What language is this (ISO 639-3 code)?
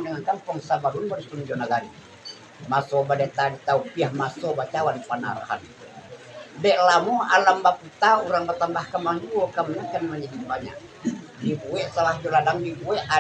min